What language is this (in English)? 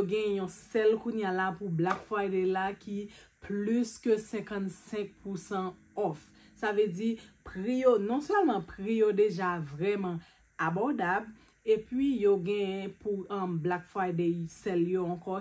Haitian Creole